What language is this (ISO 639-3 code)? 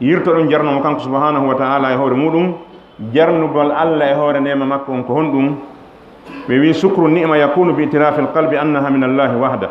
ful